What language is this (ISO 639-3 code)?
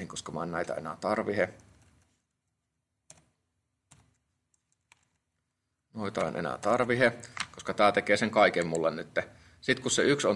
fin